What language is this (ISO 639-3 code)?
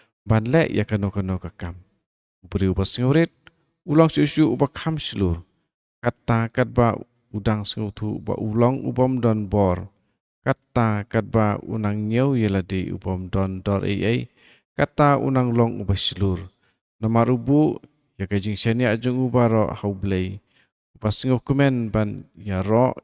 kha